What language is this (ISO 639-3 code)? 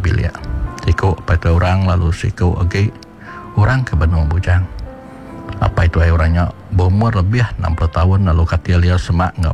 iba